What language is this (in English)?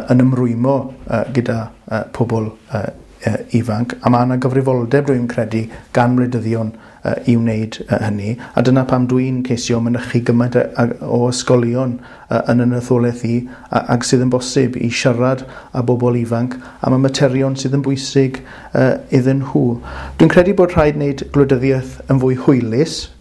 Welsh